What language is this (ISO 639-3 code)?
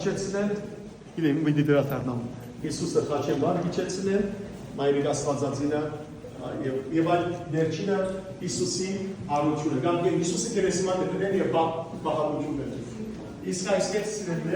hyw